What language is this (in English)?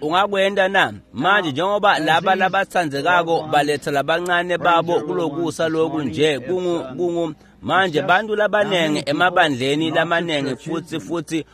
Swati